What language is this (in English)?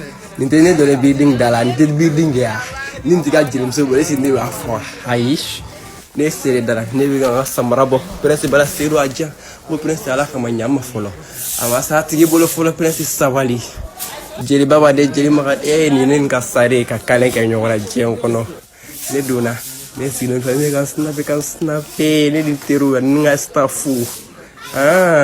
Bambara